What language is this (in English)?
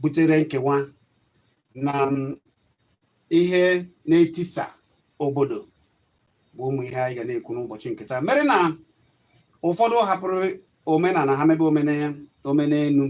Igbo